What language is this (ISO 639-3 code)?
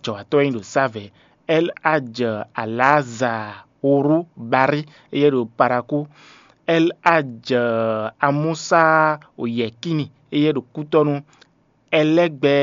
fon